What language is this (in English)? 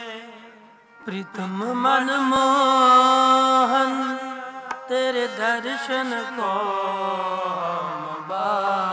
Punjabi